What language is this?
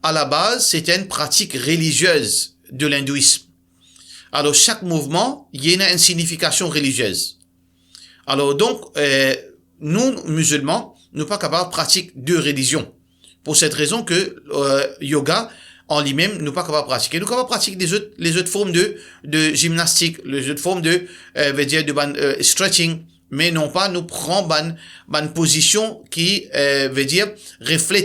Morisyen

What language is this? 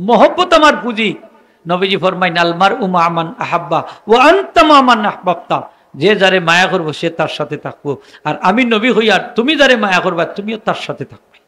Sylheti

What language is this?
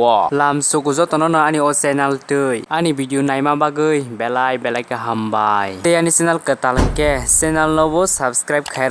Kok Borok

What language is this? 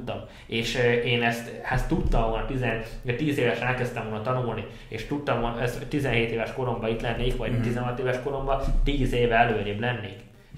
Hungarian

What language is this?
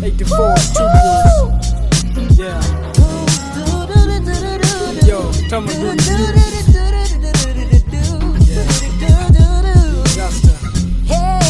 Swahili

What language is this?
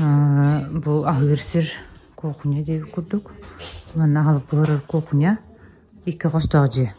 Yakut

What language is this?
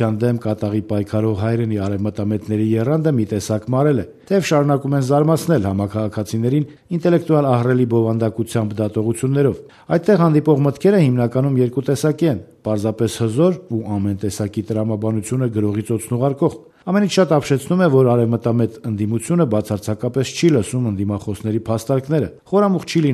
Armenian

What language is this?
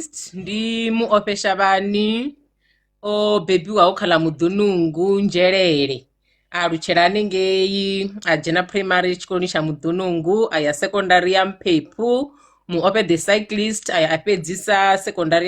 Venda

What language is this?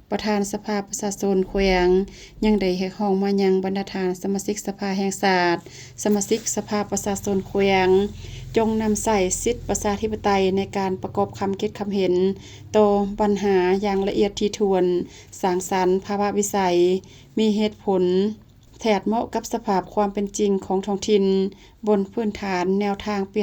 Lao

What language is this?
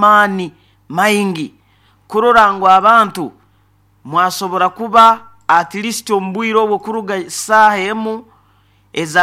Nyoro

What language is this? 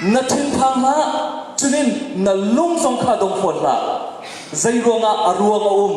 Hakha Chin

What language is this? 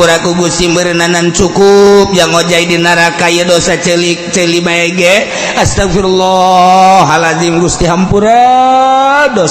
Sundanese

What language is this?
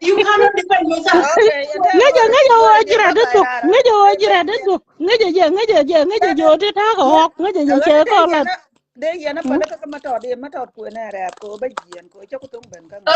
Nuer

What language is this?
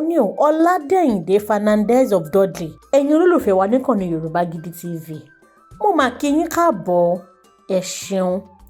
Yoruba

